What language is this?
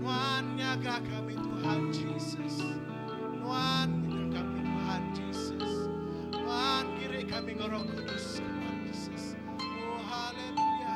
Iban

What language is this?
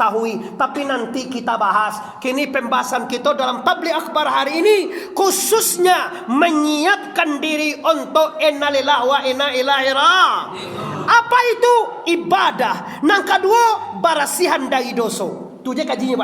Minangkabau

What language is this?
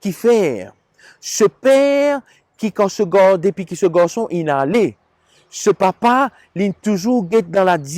Morisyen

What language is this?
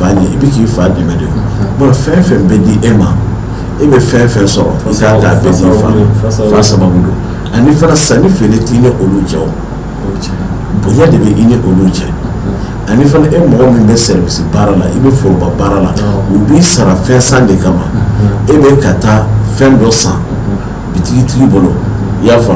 Bambara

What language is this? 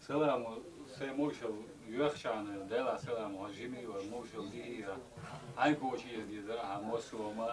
Chechen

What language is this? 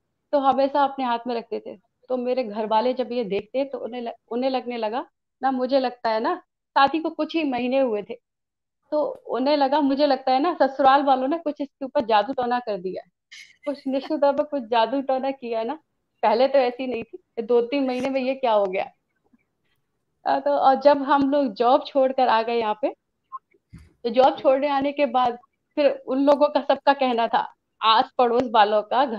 Hindi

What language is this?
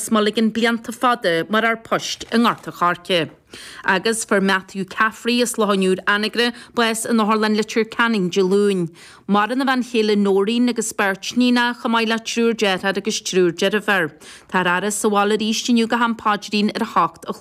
Irish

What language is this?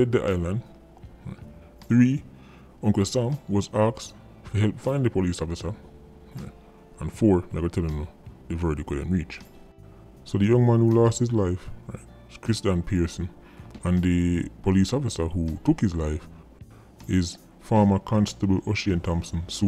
Jamaican Creole English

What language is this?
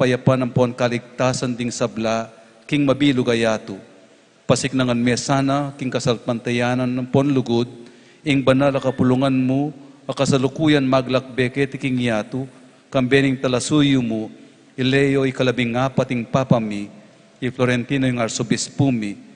Pampanga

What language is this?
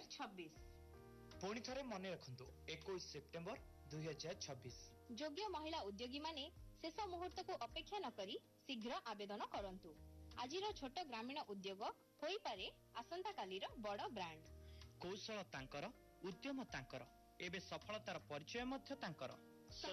Odia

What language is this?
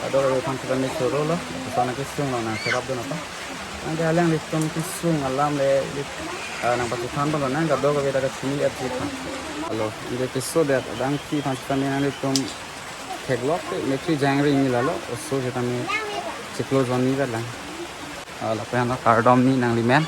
Karbi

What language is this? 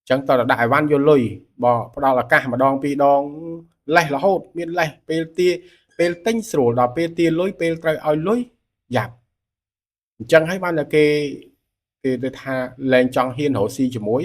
Khmer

